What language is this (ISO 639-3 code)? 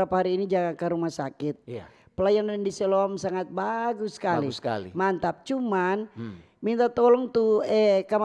xmm